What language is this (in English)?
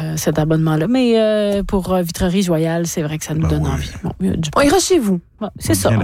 French